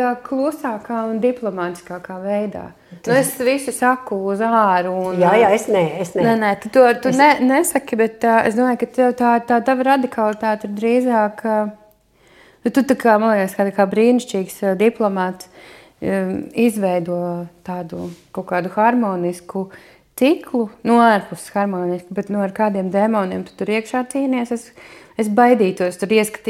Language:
Latvian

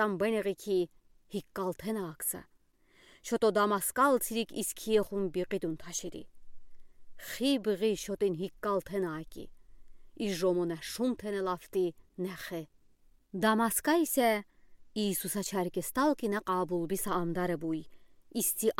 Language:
Udi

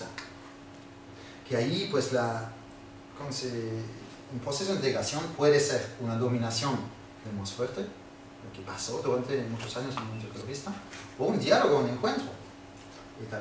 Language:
Spanish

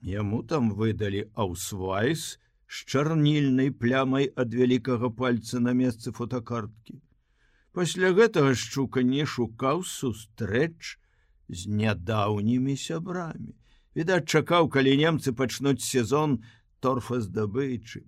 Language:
Belarusian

